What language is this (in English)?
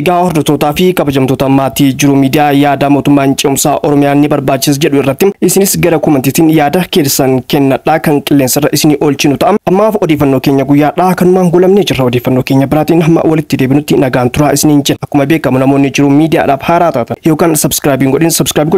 Oromo